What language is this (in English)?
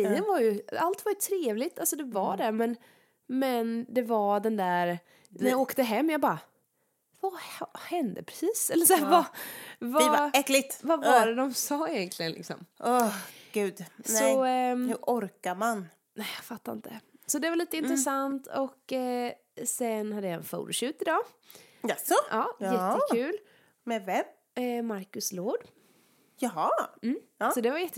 Swedish